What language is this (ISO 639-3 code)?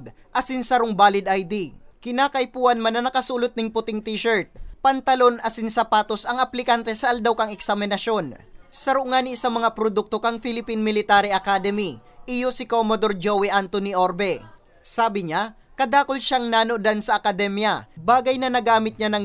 bik